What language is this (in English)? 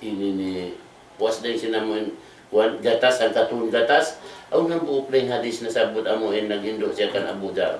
Tausug